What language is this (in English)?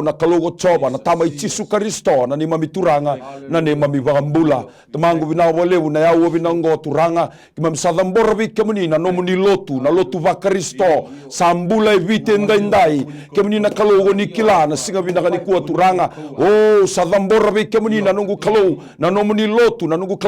Fijian